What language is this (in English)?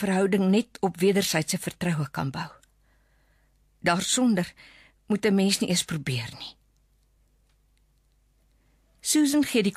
Afrikaans